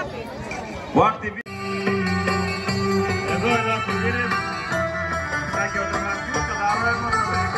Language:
Greek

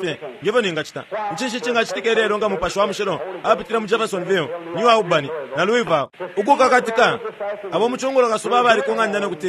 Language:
Bemba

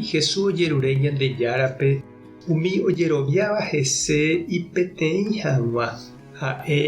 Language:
Guarani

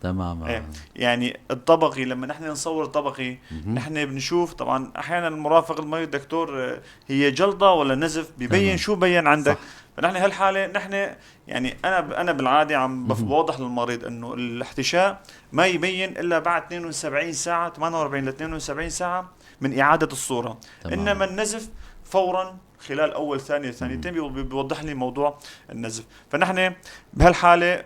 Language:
North Levantine Arabic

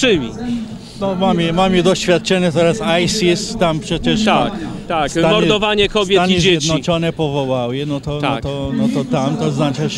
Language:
Polish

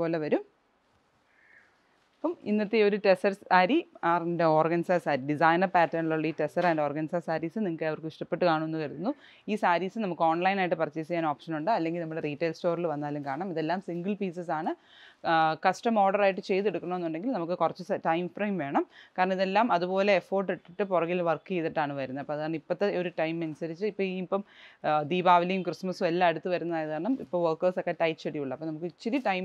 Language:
Malayalam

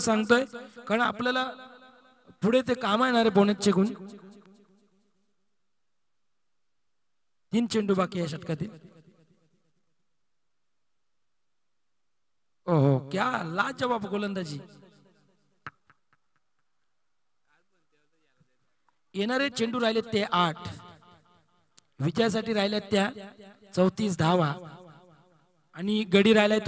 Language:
Marathi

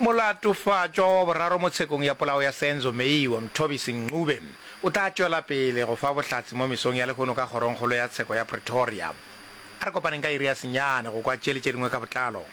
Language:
Northern Sotho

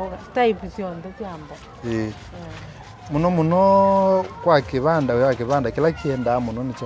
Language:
Kamba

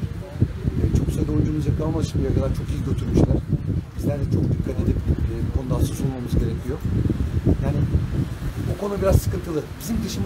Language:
Turkish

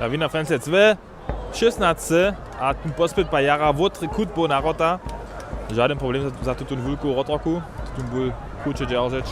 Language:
Upper Sorbian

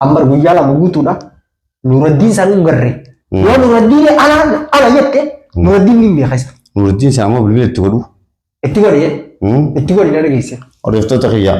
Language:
Oromo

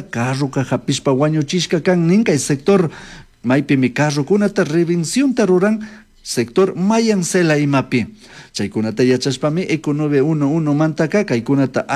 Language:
Chimborazo Highland Quichua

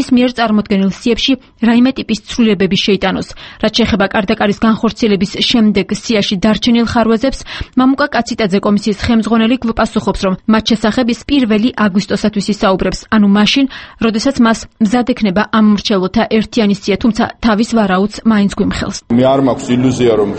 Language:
Georgian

